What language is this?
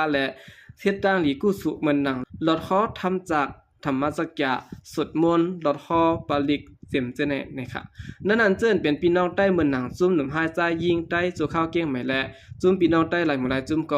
Shan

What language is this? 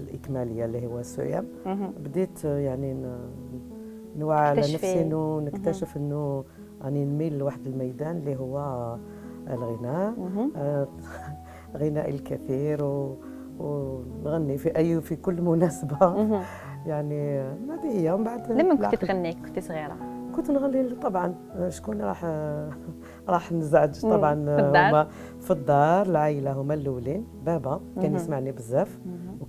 Algerian Arabic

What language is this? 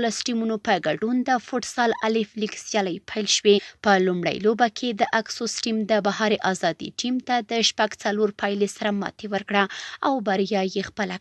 Pashto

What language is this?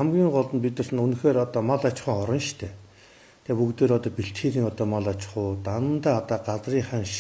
Mongolian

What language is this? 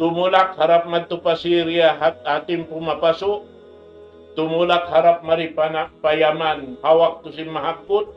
Tausug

